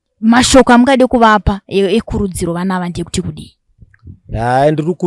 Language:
Shona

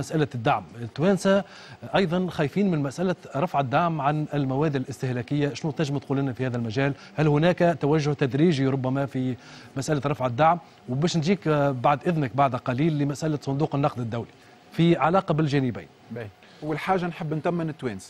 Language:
Tunisian Arabic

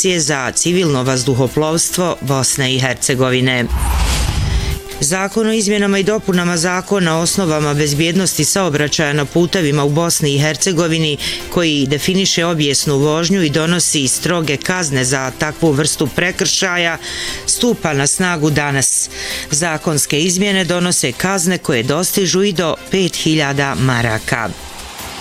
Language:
Bosnian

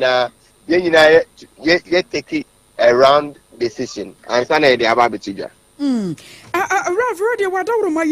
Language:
Akan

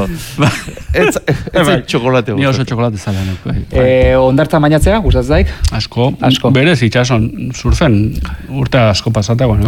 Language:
Basque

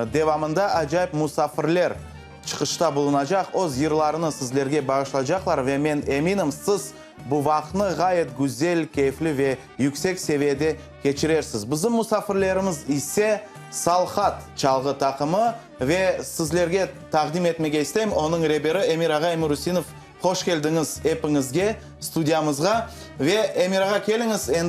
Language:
Crimean Tatar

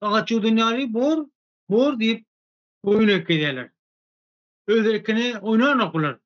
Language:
Turkmen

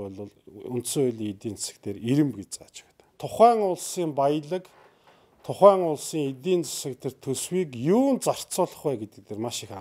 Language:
Mongolian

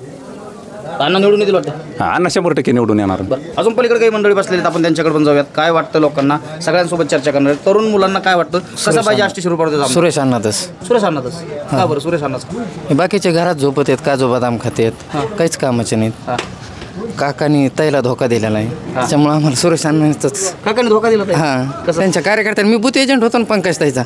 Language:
Marathi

